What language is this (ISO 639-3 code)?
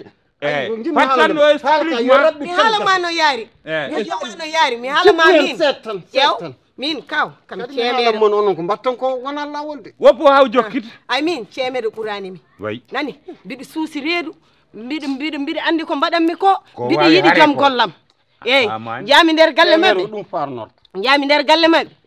ful